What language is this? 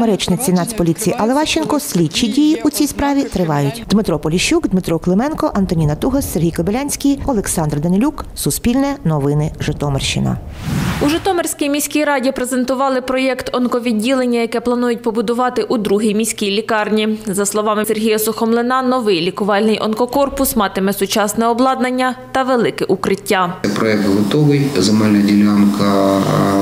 Ukrainian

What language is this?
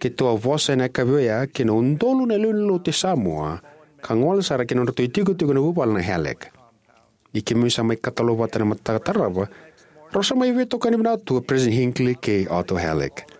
Fijian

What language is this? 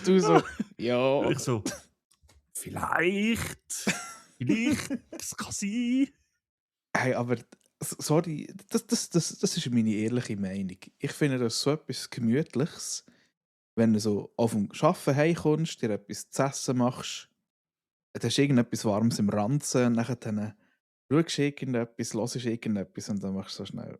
Swiss German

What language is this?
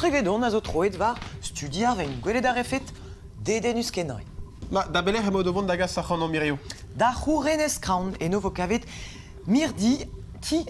Breton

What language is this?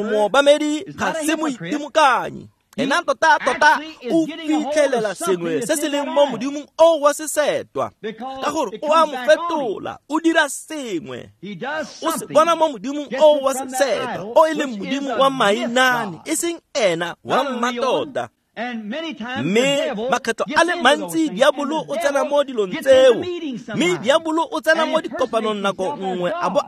Tswana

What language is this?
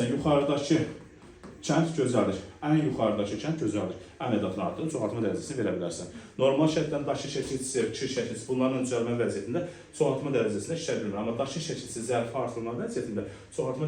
Azerbaijani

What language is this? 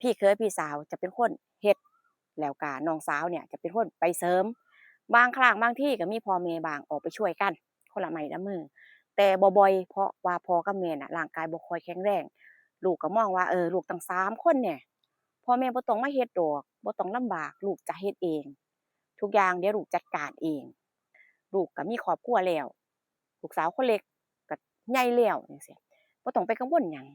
Northeastern Thai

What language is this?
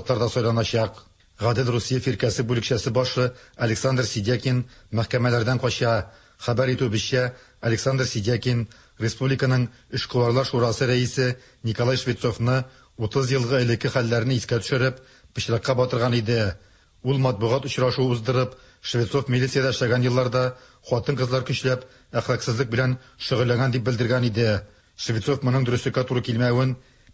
Tatar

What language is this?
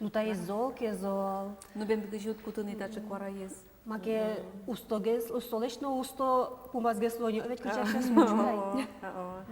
Udmurt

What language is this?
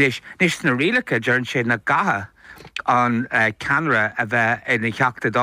Irish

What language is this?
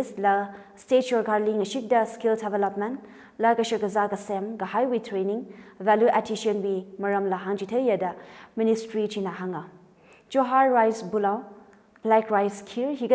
Tangkhul Naga (India)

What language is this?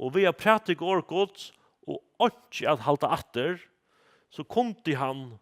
Faroese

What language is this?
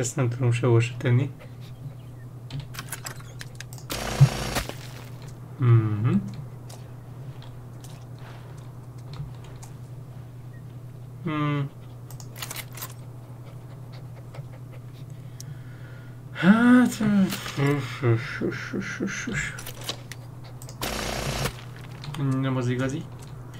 Hungarian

